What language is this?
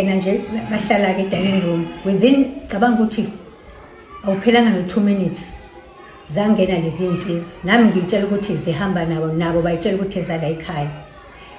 Zulu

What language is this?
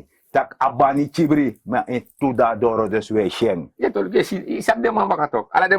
Sranan Tongo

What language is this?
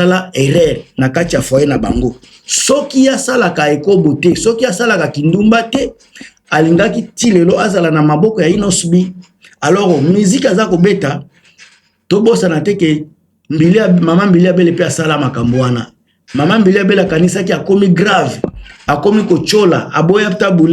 Lingala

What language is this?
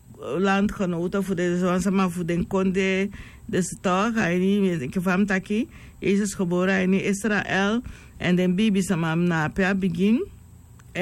Sranan Tongo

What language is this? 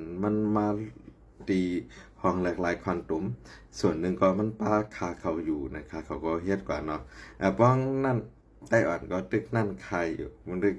Shan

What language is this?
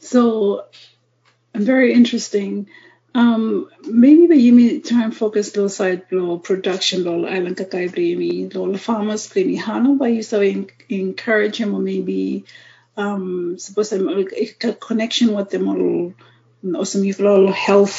Bislama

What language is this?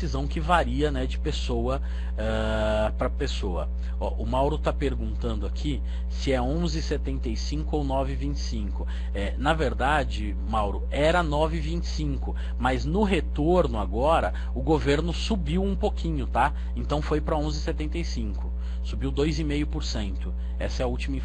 Portuguese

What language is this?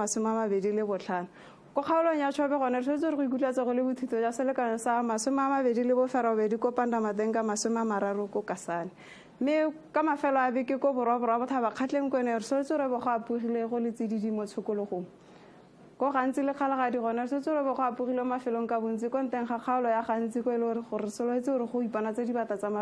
Tswana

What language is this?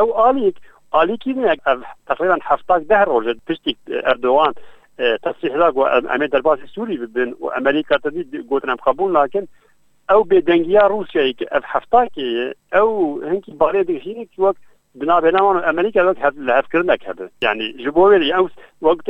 Kurdish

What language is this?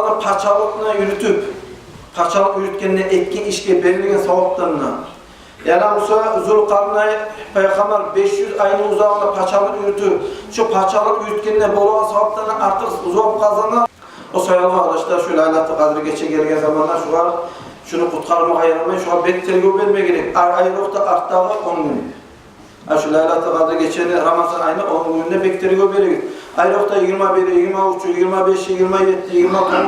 Kumyk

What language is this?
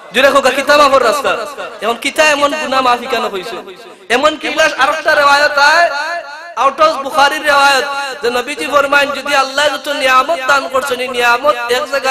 Sylheti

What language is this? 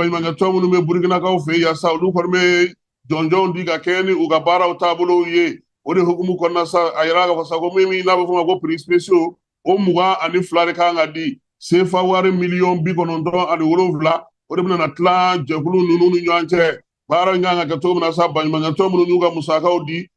Bambara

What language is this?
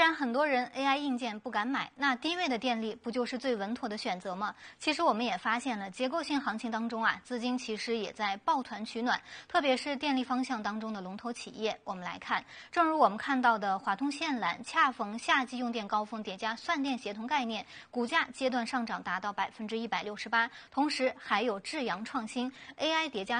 Chinese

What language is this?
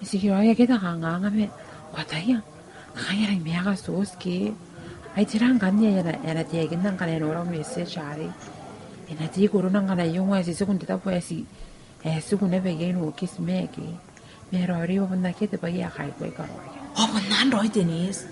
Gilbertese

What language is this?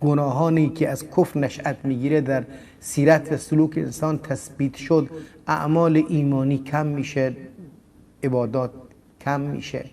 Persian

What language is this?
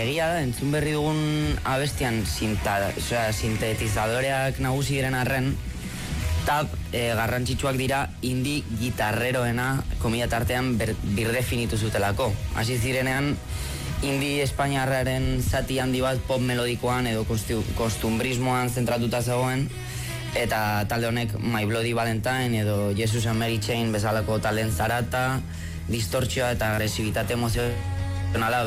Basque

